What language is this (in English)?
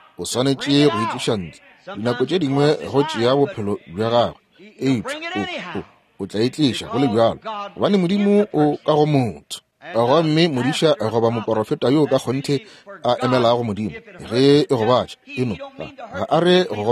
Northern Sotho